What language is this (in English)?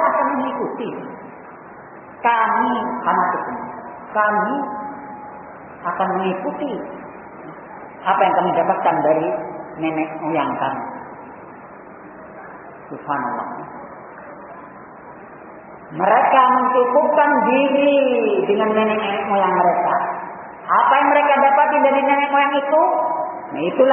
Indonesian